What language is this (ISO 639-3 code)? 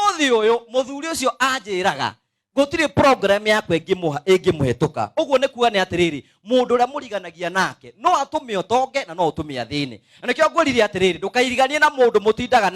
kik